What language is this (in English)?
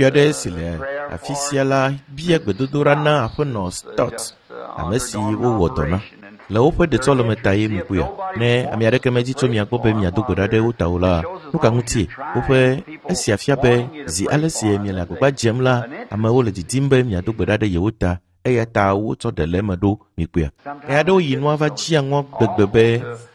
Ewe